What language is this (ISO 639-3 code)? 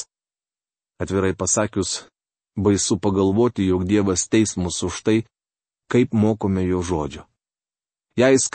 lit